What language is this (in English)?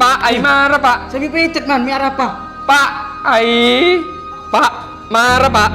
Madurese